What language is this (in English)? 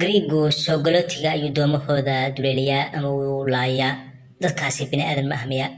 Somali